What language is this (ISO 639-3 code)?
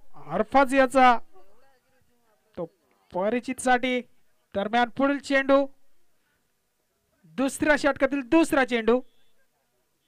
mar